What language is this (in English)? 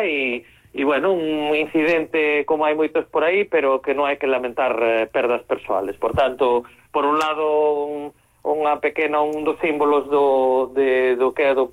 Galician